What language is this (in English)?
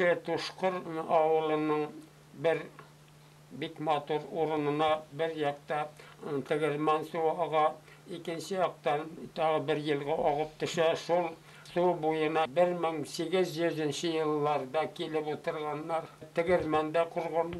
Bashkir